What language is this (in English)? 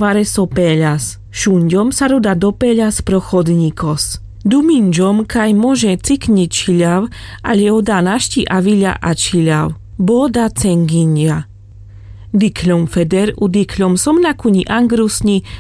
Carpathian Romani